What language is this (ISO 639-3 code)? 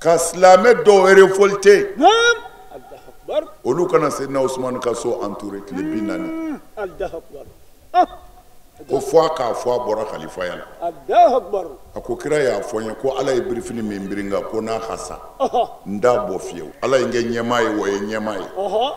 bam